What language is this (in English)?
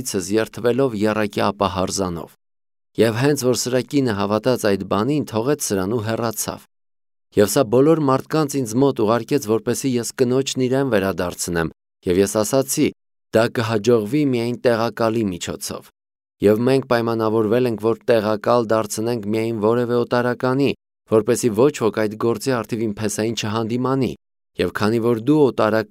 Armenian